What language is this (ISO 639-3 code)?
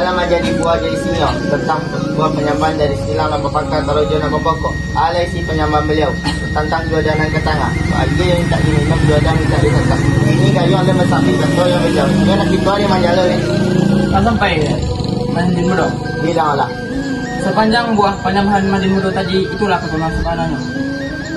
min